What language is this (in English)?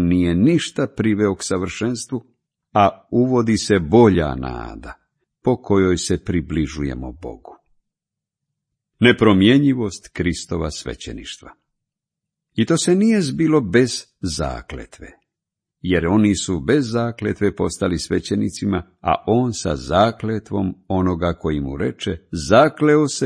Croatian